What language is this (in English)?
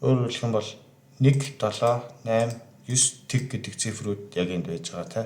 Mongolian